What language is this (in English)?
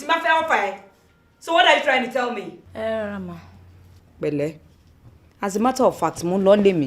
Yoruba